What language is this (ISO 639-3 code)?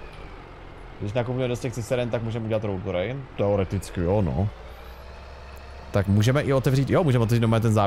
ces